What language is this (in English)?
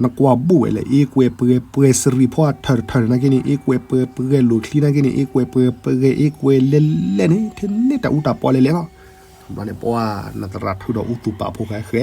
S'gaw Karen